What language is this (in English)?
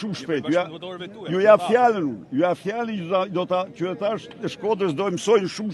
Albanian